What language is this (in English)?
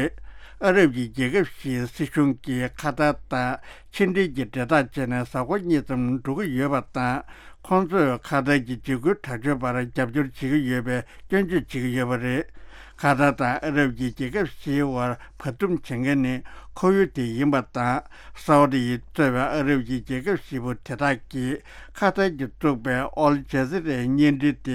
Tibetan